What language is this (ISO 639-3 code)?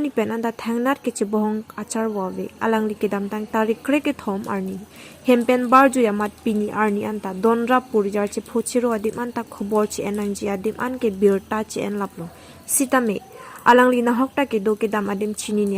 mjw